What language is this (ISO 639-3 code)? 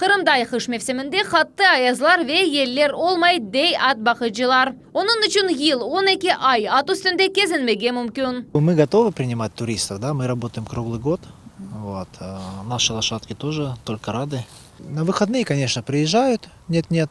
crh